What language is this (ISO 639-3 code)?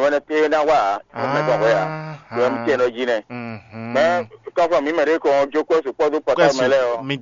fon